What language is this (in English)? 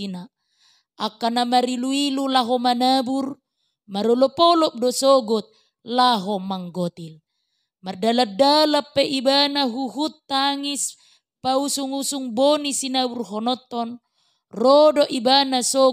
Batak Toba